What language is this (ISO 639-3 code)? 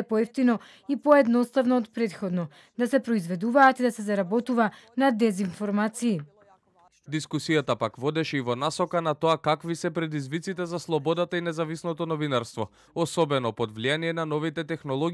mkd